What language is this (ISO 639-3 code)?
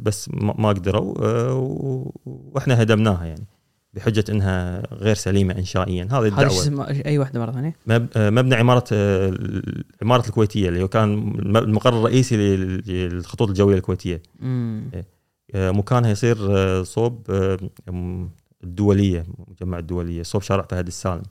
afb